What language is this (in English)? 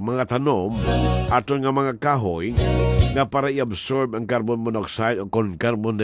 Hiligaynon